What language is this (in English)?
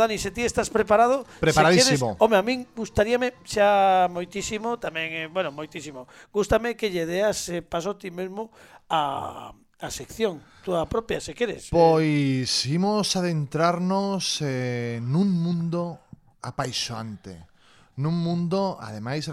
Galician